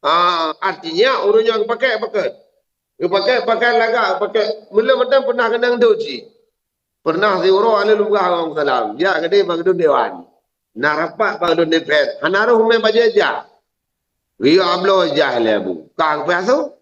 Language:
Achinese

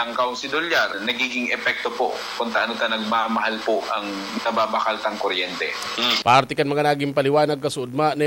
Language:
Bikol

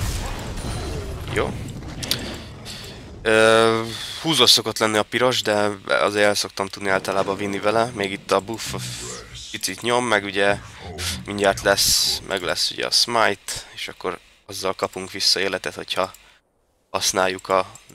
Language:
Hungarian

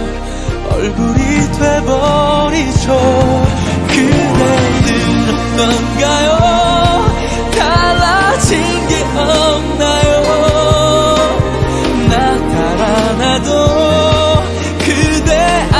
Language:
Korean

